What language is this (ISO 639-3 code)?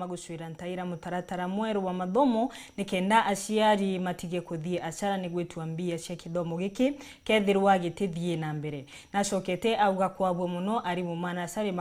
mer